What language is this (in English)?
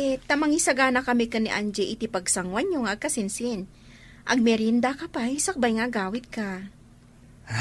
Iloko